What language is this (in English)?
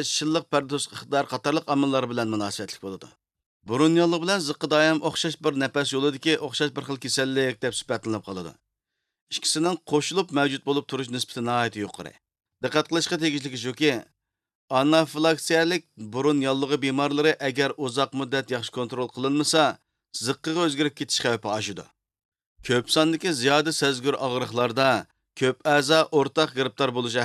Uyghur